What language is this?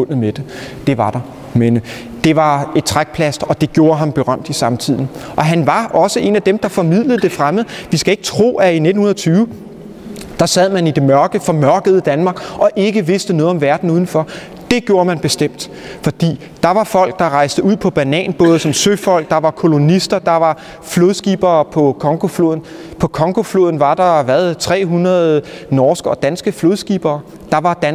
Danish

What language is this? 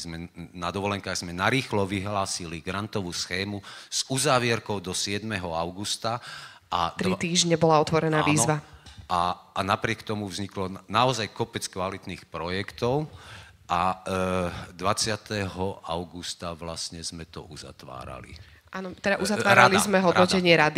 Slovak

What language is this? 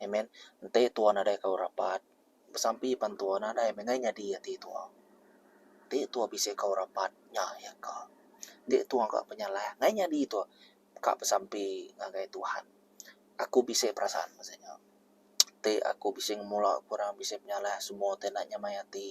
Iban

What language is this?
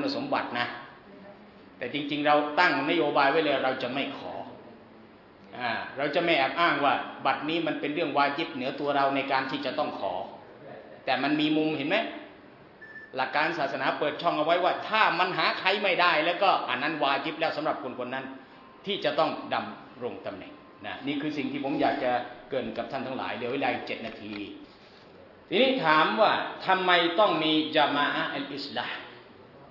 Thai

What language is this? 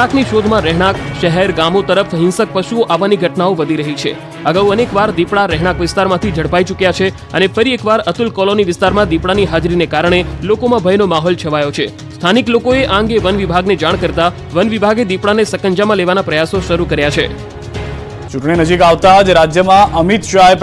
Gujarati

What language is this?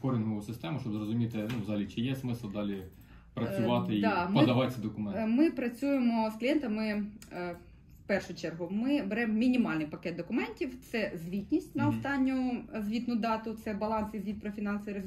Ukrainian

